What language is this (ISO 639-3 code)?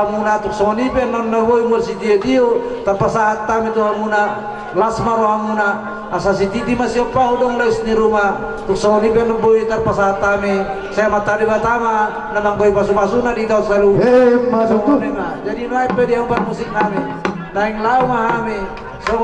bbc